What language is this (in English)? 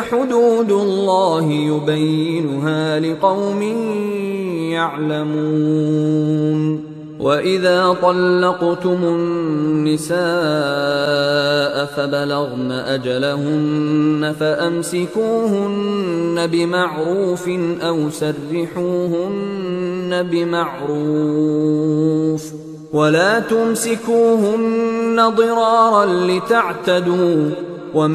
Arabic